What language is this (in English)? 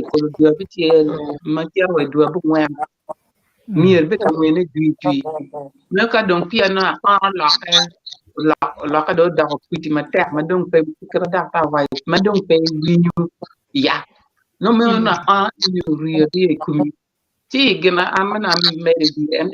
Acoli